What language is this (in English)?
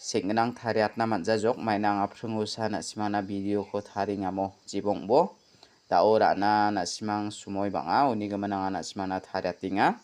Garo